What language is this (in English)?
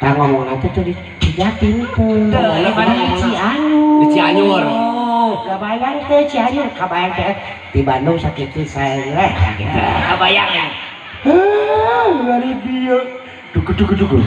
Sundanese